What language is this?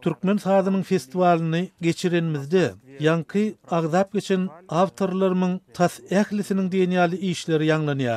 Turkmen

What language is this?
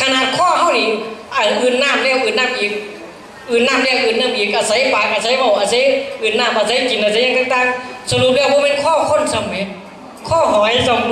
Northeastern Thai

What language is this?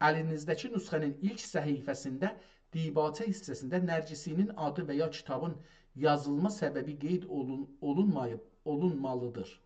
South Azerbaijani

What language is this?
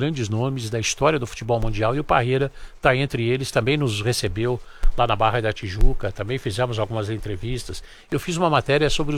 Portuguese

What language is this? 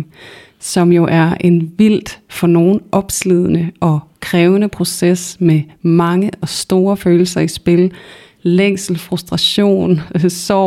Danish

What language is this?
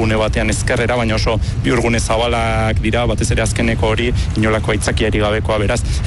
Basque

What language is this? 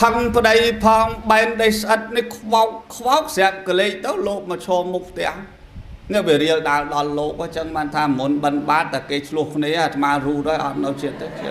Khmer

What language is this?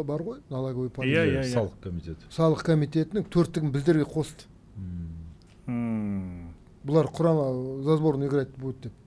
Kazakh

